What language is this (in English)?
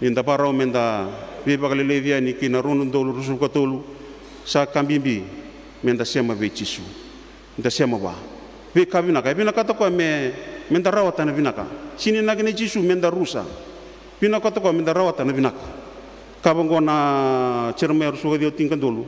Fijian